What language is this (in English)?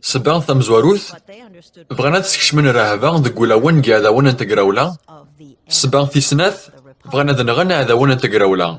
Kabyle